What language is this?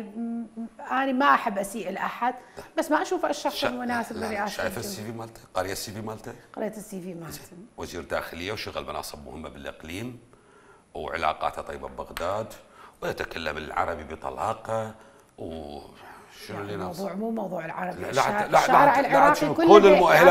Mesopotamian Arabic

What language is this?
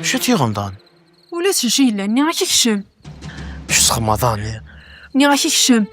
Kabyle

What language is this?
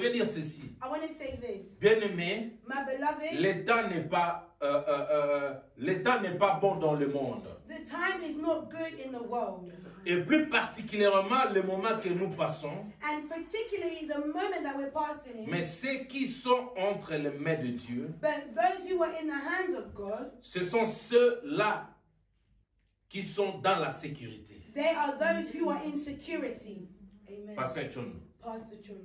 French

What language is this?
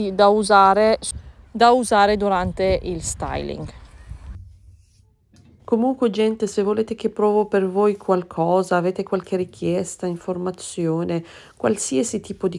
Italian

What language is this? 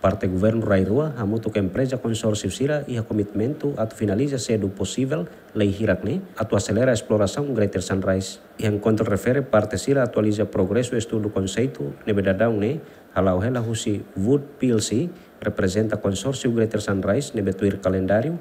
Tetum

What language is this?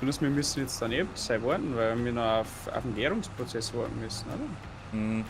Bavarian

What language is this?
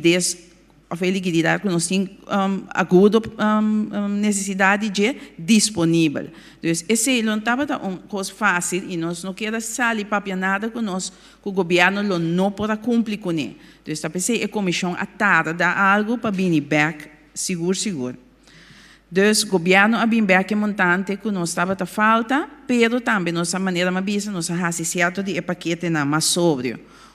Papiamento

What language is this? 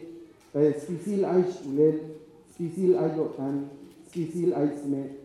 Tzeltal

